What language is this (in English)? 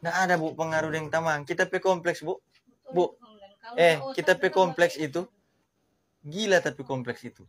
Manado Malay